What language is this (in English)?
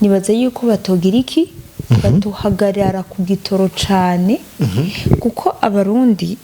Rundi